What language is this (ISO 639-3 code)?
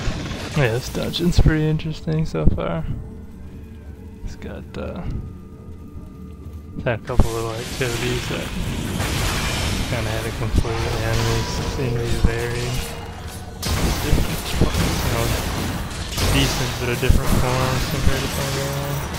eng